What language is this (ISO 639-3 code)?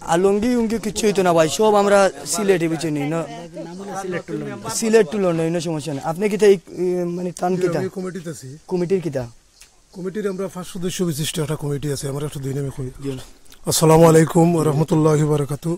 syl